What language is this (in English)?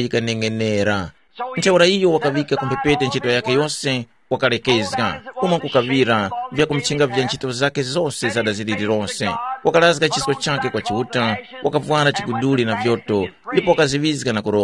Tumbuka